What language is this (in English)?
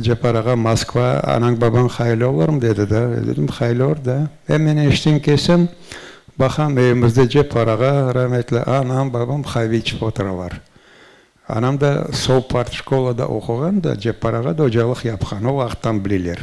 Crimean Tatar